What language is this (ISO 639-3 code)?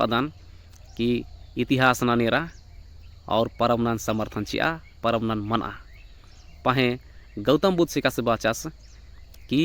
kru